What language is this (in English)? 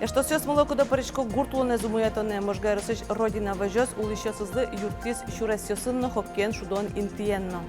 Udmurt